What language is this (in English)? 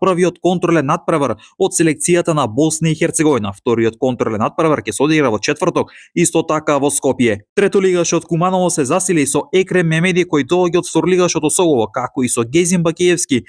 Macedonian